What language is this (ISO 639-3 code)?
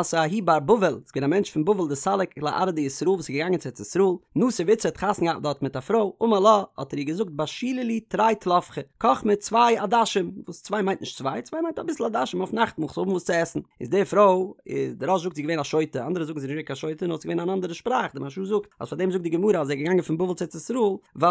yid